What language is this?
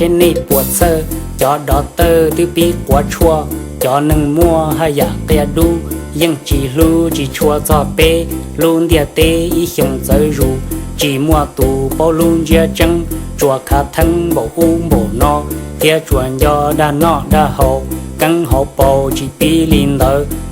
Hmong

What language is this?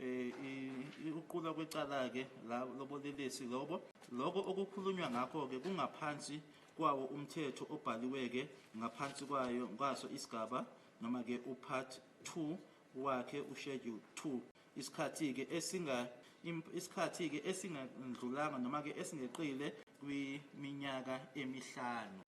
Zulu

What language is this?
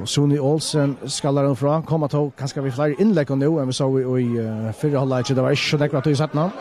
Faroese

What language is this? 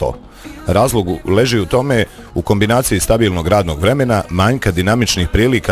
Croatian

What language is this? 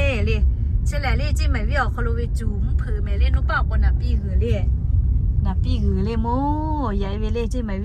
Lahu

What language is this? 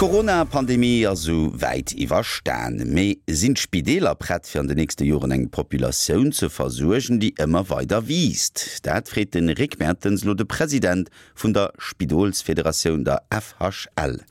Luxembourgish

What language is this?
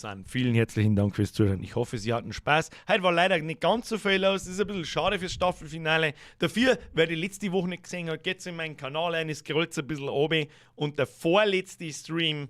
Bavarian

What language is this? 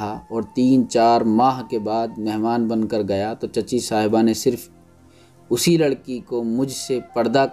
Urdu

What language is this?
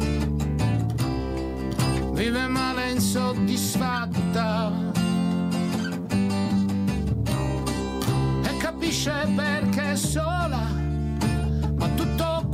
Italian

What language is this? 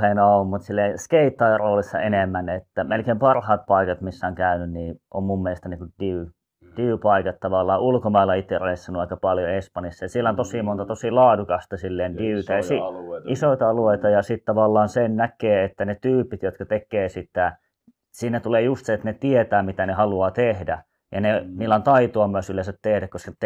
Finnish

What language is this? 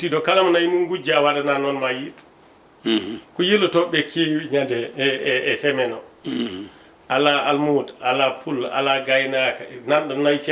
Fula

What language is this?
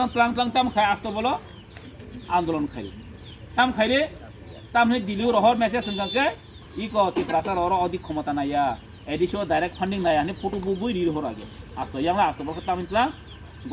Kok Borok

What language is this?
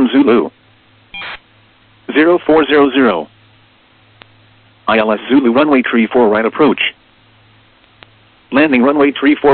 English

